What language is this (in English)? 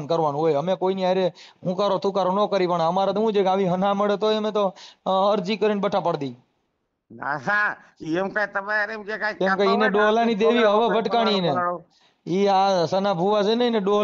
Gujarati